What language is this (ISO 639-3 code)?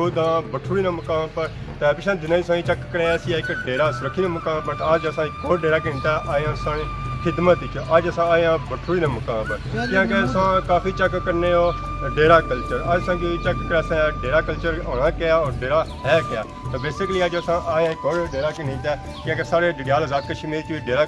phr